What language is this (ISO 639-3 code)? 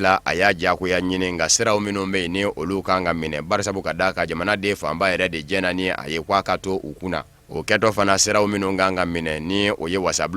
bam